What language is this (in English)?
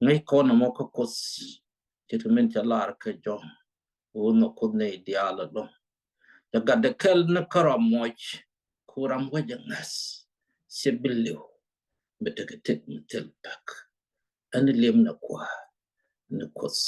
Nuer